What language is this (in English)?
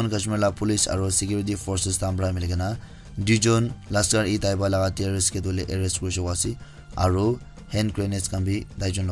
Naga Pidgin